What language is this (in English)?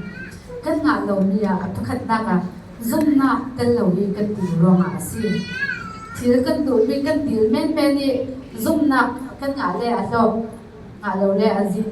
Falam Chin